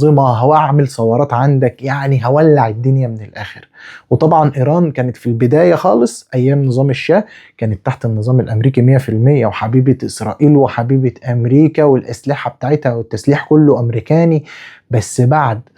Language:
Egyptian Arabic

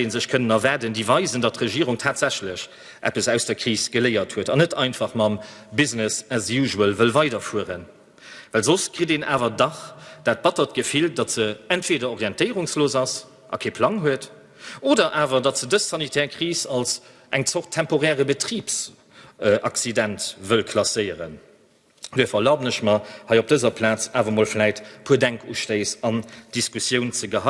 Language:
Luxembourgish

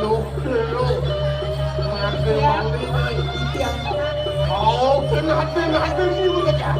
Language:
Balinese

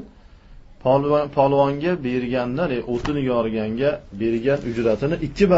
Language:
Uzbek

